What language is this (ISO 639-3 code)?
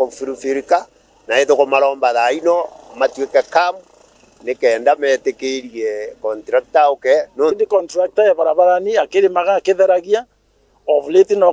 mer